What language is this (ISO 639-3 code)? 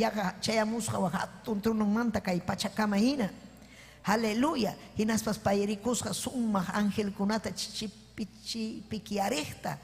quy